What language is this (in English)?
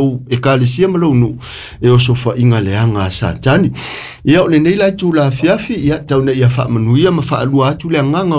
Samoan